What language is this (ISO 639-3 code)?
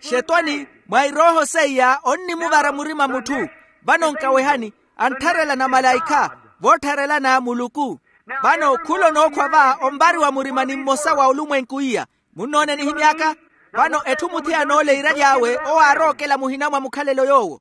vmw